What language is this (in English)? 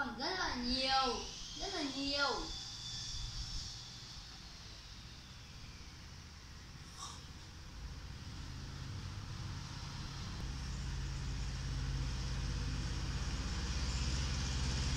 Vietnamese